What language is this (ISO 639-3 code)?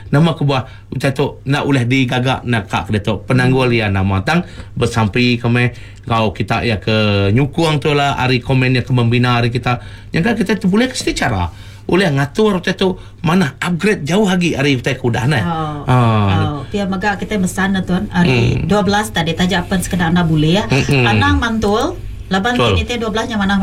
iba